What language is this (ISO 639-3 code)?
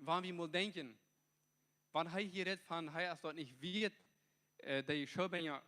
pdt